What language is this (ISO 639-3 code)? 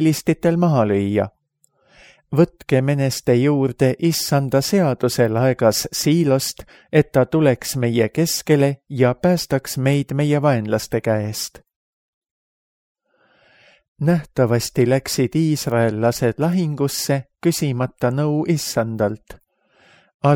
est